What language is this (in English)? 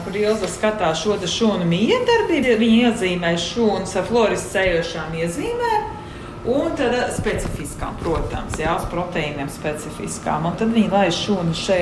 Latvian